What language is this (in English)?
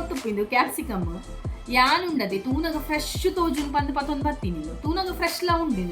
Tulu